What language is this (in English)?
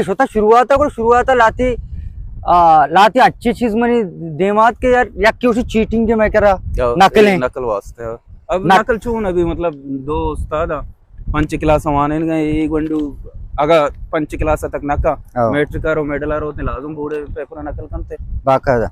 Baluchi